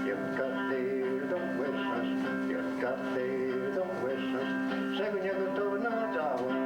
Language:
Mohawk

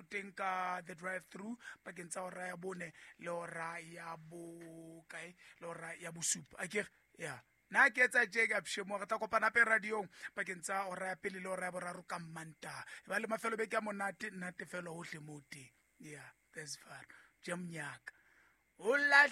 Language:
Southern Sotho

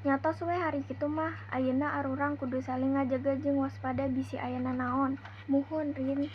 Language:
Sundanese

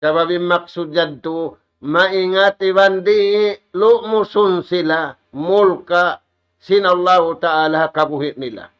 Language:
Tausug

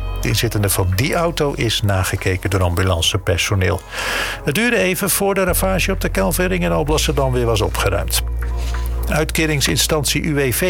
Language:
Dutch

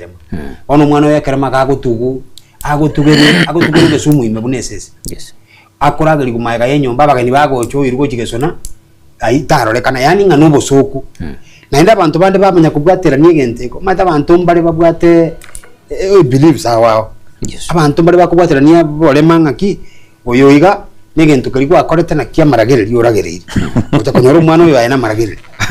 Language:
Gusii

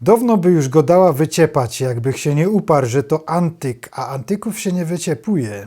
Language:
Silesian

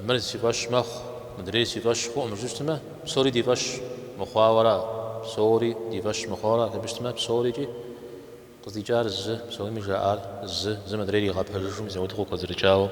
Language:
Kabardian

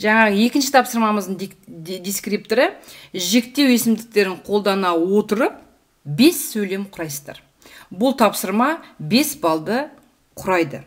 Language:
Kazakh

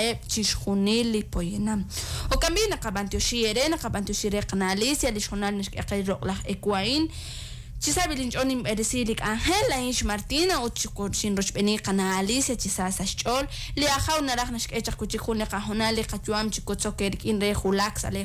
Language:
Kekchí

